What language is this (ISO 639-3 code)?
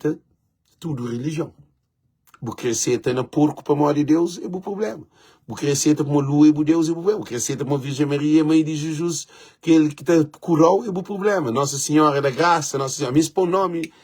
kea